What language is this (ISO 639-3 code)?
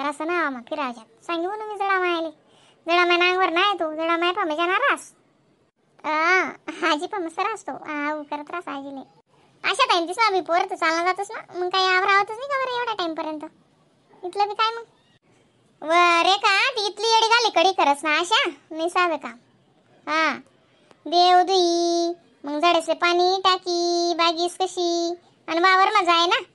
khn